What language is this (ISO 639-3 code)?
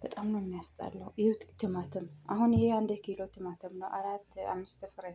amh